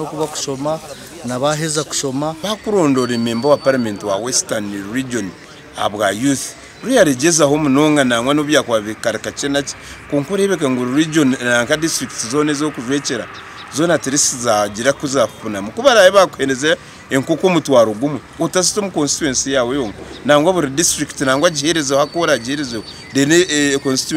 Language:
Nyankole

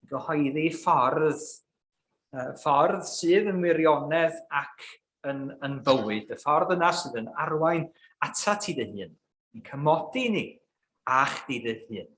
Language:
Welsh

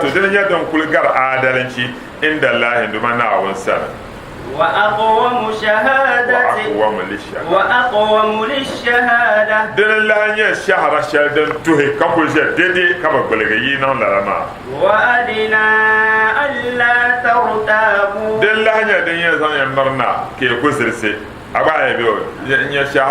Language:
Dagbani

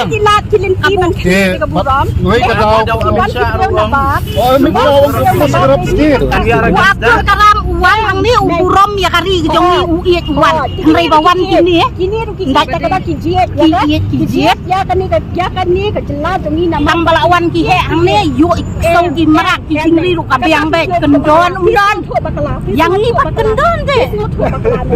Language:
Khasi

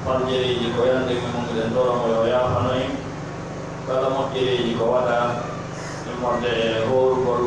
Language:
Pular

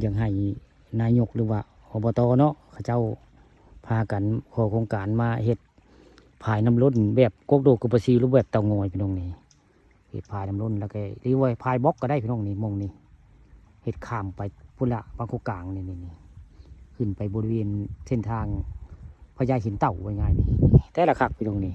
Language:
Northeastern Thai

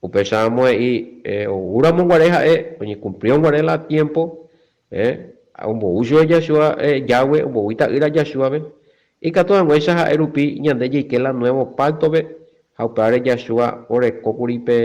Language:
Guarani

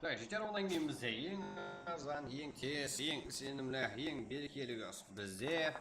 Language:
Kara-Kalpak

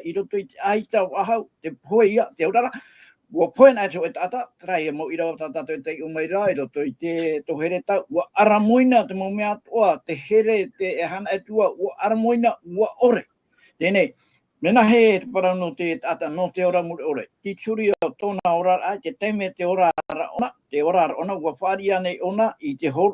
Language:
Tahitian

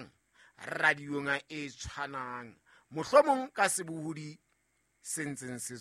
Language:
Southern Sotho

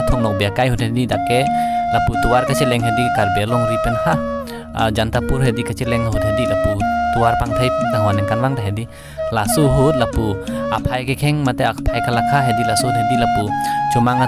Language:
Karbi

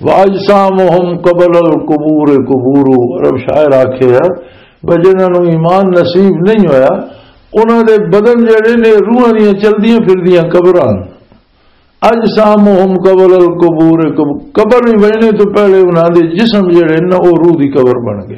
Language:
Western Panjabi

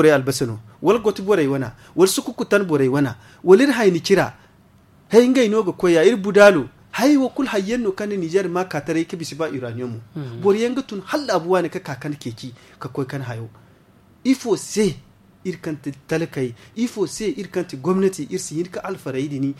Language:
Zarma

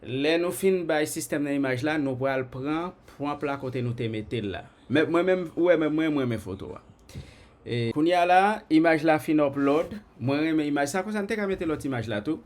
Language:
Haitian Creole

